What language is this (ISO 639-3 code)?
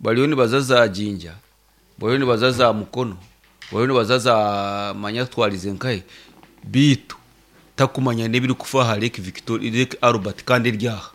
nyn